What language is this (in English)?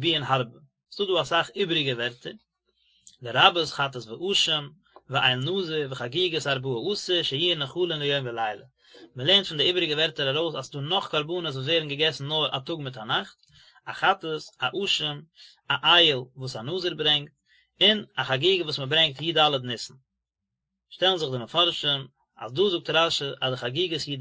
Yiddish